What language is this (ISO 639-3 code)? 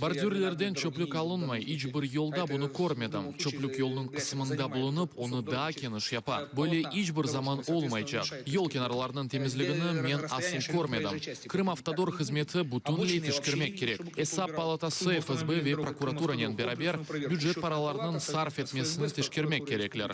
crh